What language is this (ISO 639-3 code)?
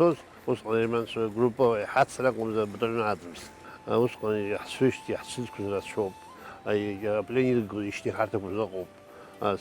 abk